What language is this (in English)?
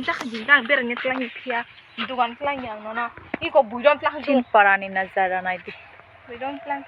Kok Borok